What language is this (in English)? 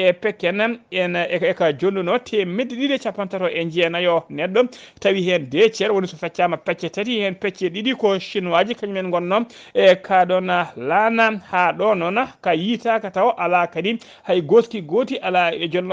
Fula